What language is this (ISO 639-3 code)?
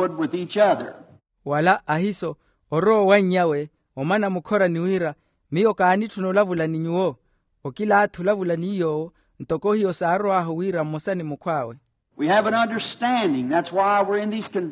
vmw